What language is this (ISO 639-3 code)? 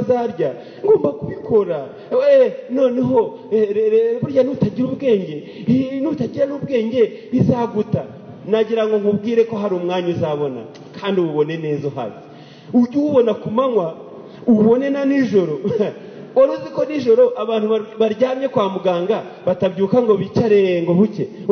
kin